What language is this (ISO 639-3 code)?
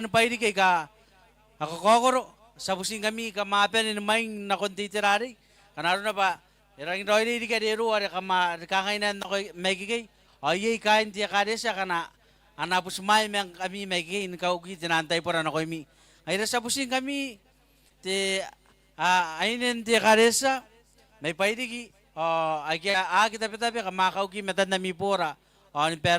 gil